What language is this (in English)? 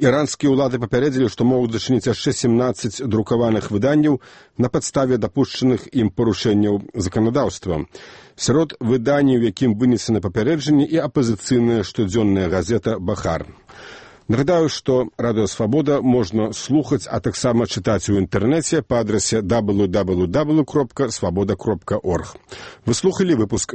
Belarusian